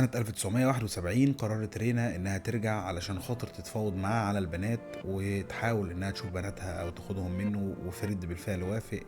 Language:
Egyptian Arabic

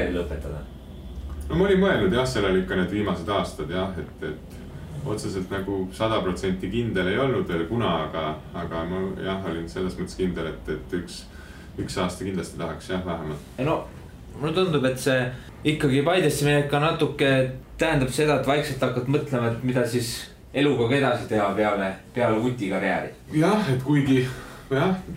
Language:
Estonian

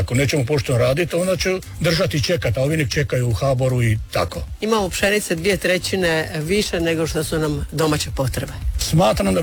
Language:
Croatian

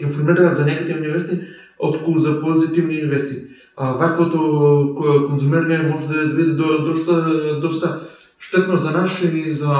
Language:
Macedonian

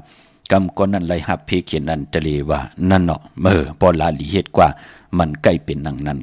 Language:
Shan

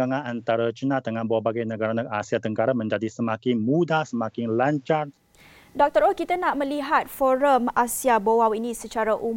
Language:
Malay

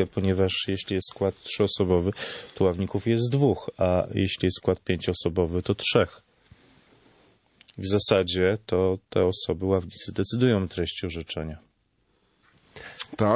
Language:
Polish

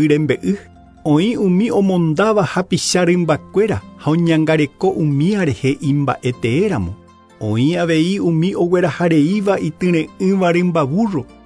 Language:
Guarani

